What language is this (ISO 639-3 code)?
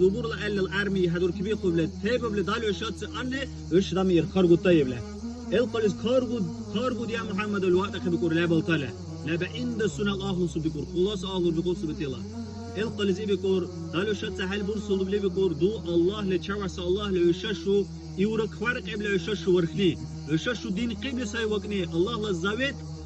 dar